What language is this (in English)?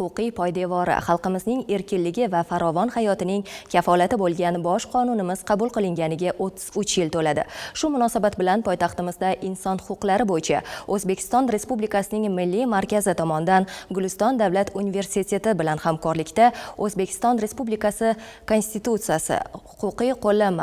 Uzbek